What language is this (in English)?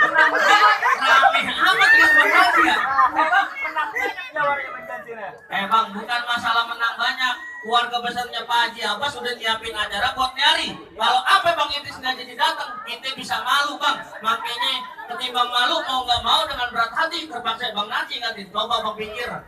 Betawi